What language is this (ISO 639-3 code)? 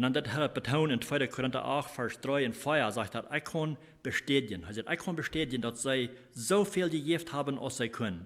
pdt